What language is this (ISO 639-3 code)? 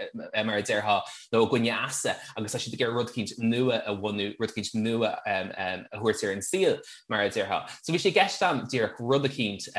gle